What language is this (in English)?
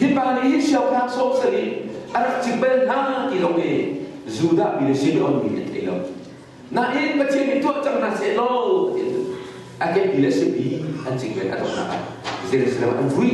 Hakha Chin